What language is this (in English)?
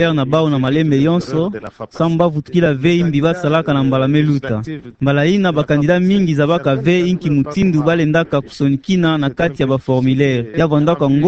Kituba (Democratic Republic of Congo)